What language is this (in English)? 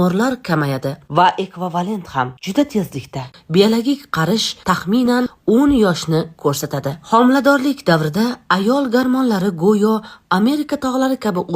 Uzbek